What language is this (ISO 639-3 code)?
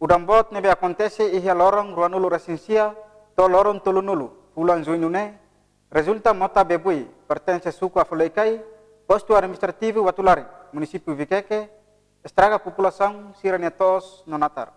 tet